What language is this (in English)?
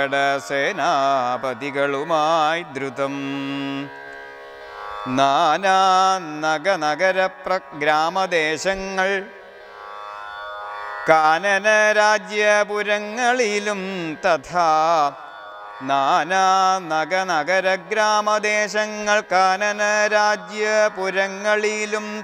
Malayalam